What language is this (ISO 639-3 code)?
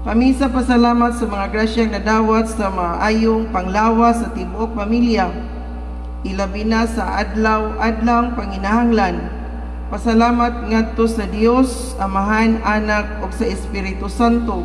ceb